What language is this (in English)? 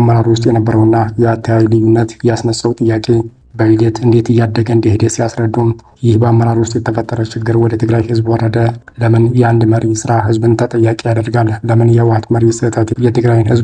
Amharic